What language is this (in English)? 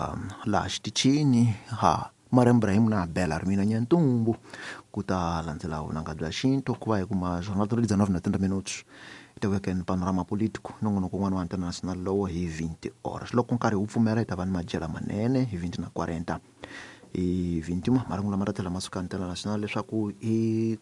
Tsonga